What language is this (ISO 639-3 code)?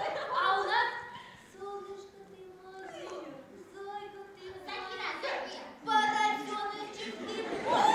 bak